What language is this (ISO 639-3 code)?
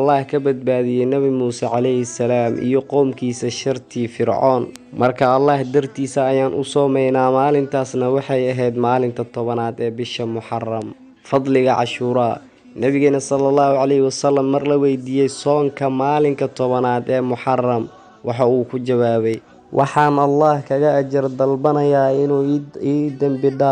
som